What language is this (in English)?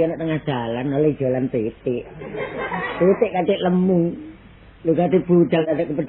Javanese